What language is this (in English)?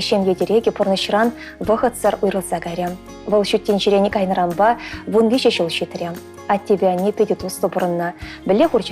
Chuvash